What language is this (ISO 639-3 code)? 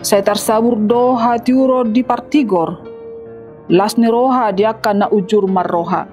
bbc